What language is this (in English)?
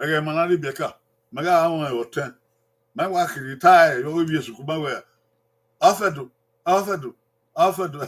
Bini